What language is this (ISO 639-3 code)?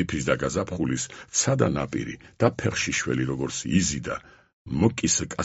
kat